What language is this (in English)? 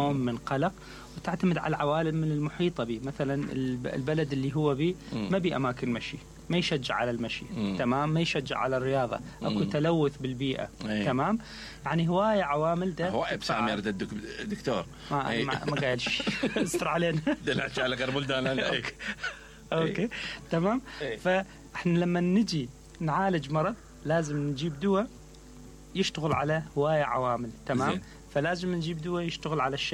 Mesopotamian Arabic